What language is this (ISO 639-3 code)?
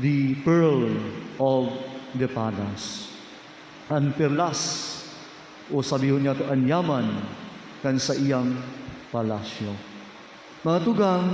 bik